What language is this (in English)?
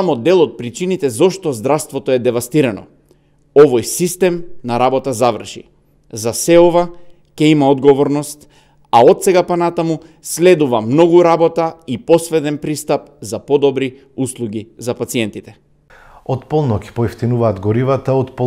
Macedonian